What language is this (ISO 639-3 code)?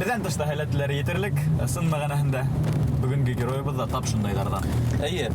bak